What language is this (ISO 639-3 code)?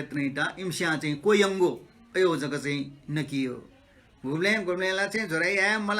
new